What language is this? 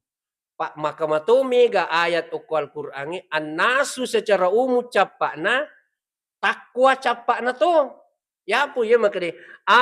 Buginese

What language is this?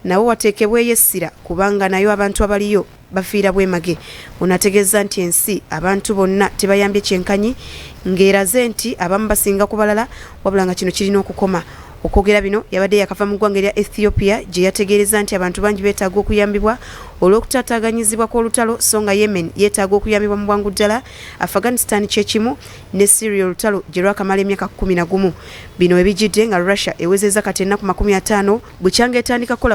Ganda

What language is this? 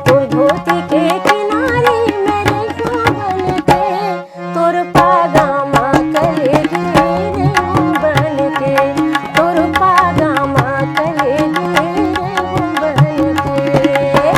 Chhattisgarhi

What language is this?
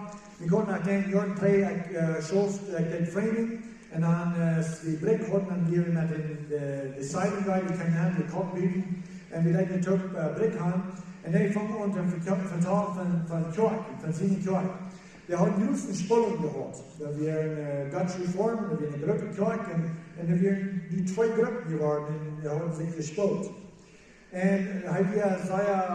Plautdietsch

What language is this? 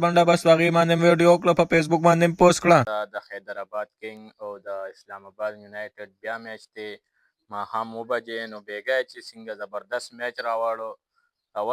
Pashto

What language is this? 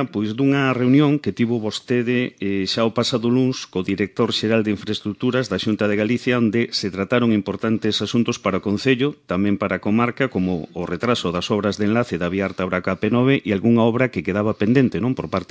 Galician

